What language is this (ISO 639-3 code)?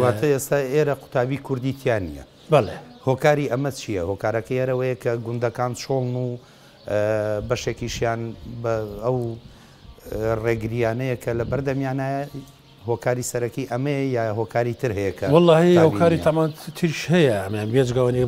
ckb